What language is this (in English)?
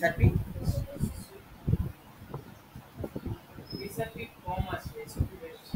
Bangla